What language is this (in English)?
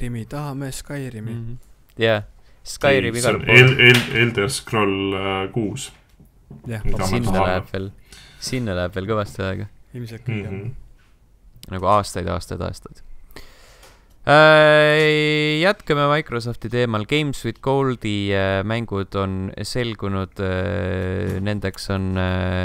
Estonian